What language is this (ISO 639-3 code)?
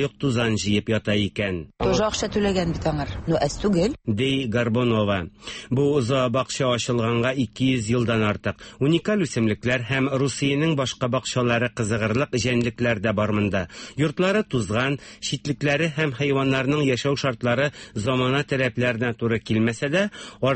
tat